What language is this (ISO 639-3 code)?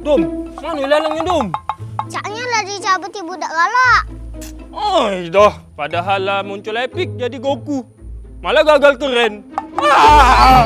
mui